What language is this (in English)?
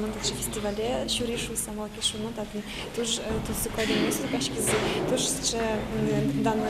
Udmurt